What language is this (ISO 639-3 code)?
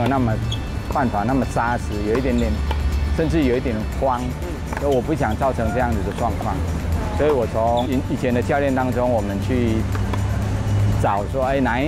zho